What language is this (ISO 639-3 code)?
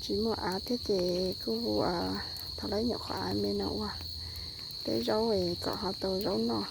hmn